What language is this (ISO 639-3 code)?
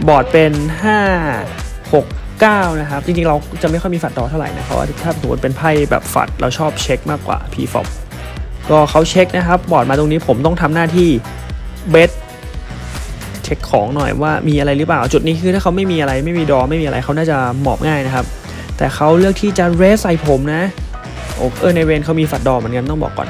tha